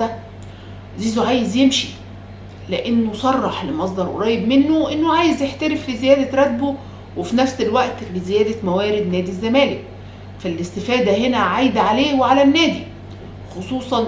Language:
Egyptian Arabic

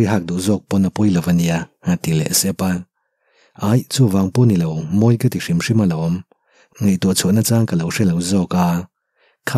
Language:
Mizo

